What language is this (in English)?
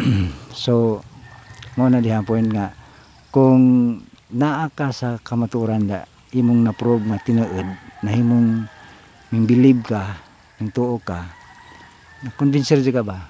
Cebuano